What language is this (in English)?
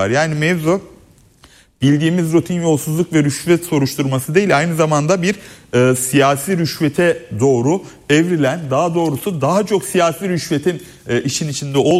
Turkish